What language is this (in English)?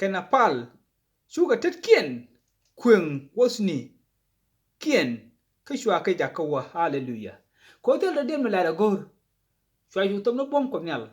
Nuer